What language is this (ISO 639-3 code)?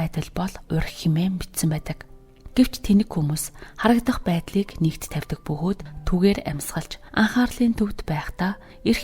mon